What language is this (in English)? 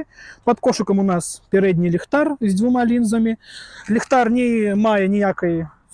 Belarusian